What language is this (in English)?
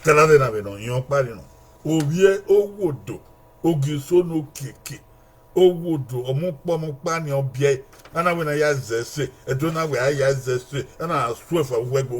Bini